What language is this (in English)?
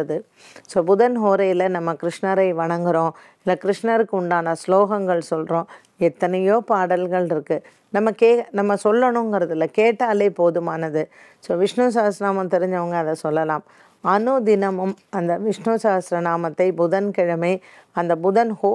Tamil